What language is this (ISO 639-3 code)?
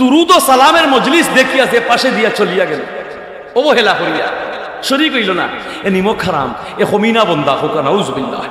syl